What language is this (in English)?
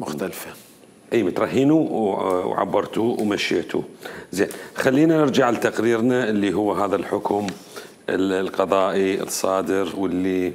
Mesopotamian Arabic